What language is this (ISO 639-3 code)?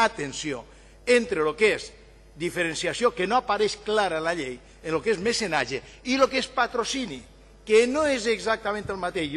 cat